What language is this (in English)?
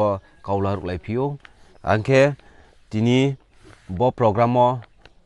Riang (India)